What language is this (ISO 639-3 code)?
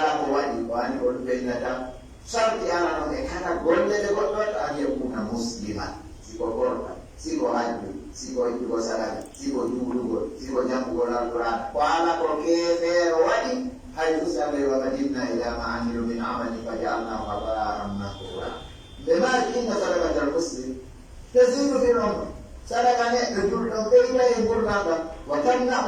fuf